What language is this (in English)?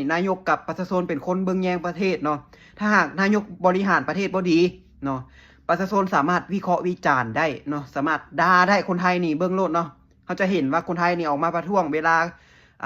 Lao